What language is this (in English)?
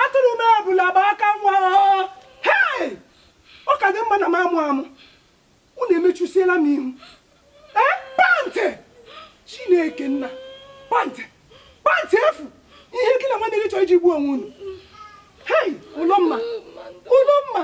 Igbo